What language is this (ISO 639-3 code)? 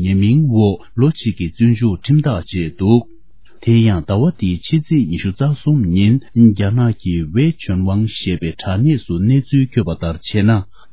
bod